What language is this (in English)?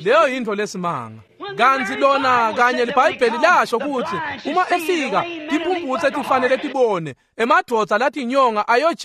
Swati